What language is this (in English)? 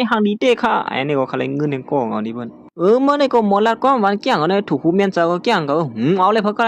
Shan